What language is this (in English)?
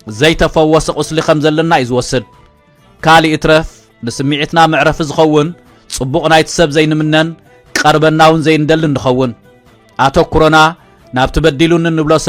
Tigrinya